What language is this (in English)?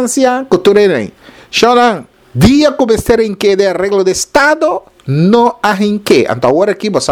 Papiamento